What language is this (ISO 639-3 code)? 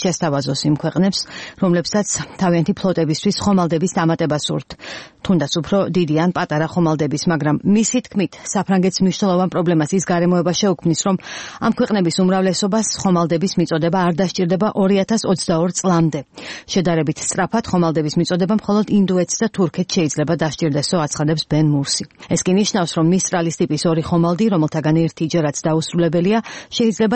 kat